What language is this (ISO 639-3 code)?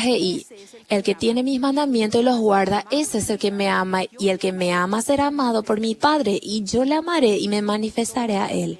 grn